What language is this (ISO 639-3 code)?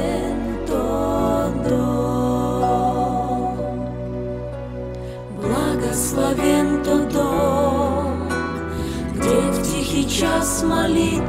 rus